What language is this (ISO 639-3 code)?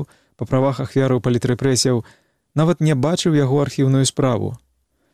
bel